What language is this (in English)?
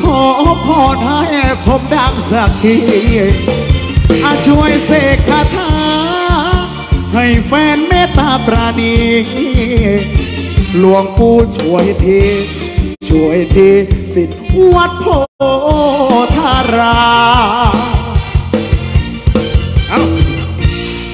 Thai